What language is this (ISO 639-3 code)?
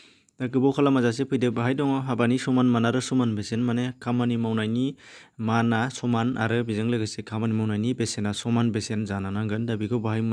brx